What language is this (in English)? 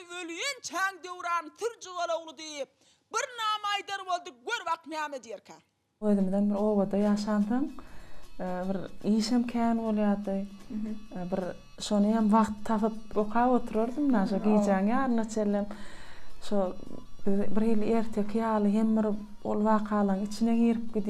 Turkmen